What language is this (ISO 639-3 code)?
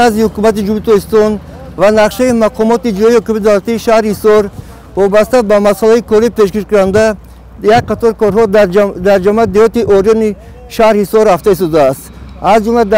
tgk